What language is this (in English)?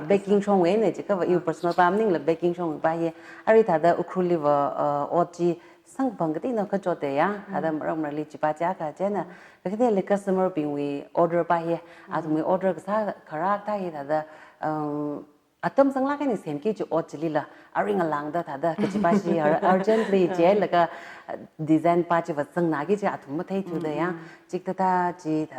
Tangkhul Naga (India)